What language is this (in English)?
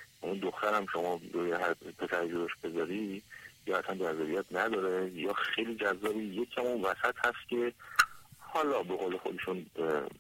Persian